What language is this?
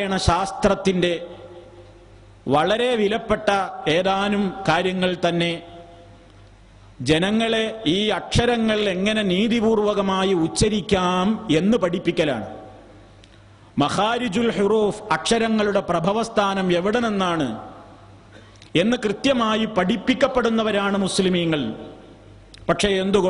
Malayalam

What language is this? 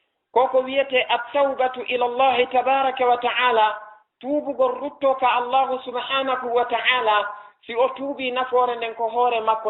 Fula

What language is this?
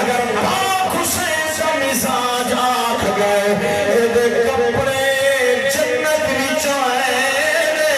Saraiki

